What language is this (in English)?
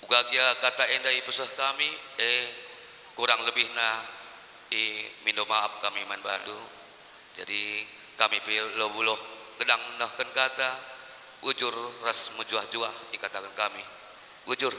Batak Karo